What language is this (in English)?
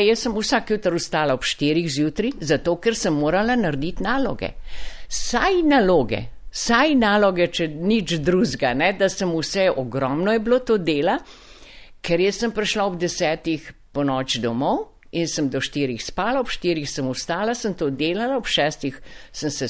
Slovenian